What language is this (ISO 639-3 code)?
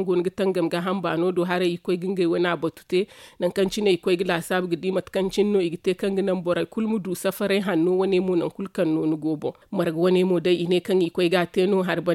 dje